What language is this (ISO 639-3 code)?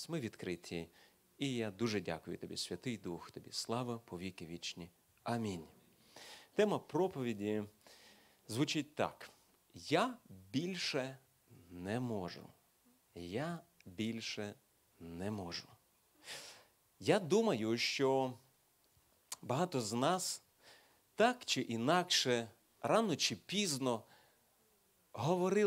ukr